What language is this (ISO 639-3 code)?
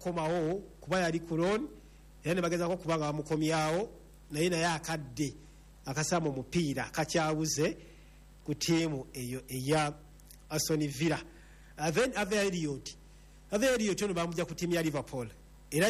lug